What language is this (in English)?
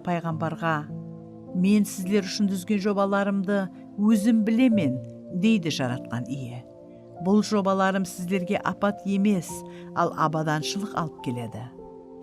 Kara-Kalpak